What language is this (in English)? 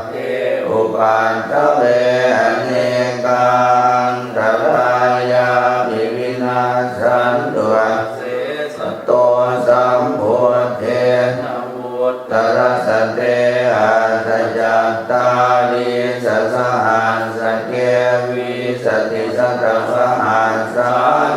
Pali